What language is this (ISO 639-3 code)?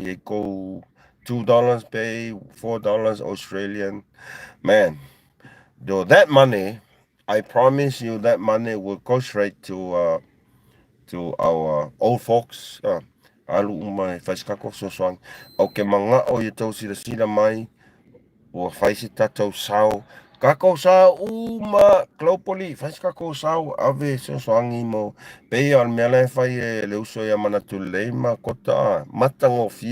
smo